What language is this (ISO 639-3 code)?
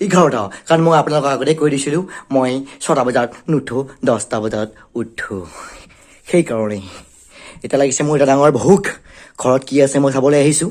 asm